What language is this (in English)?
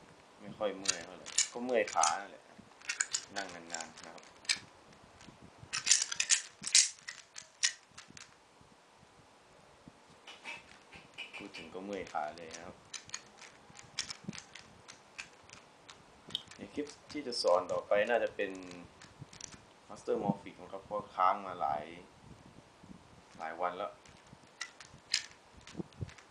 Thai